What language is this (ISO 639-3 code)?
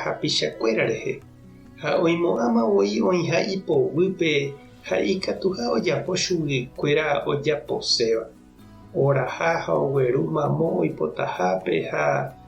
grn